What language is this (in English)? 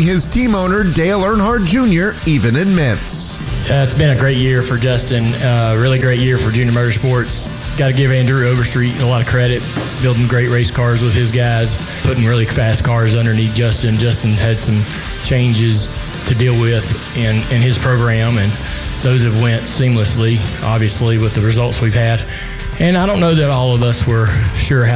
English